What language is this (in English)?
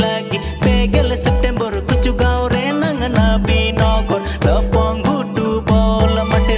Santali